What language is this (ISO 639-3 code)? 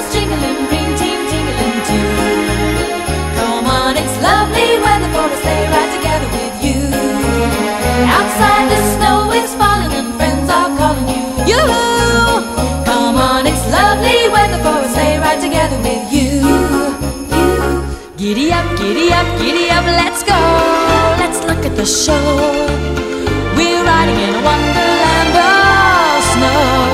eng